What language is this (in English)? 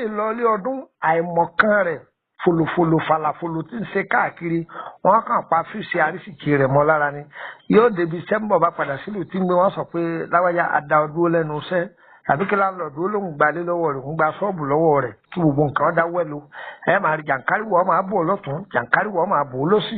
Yoruba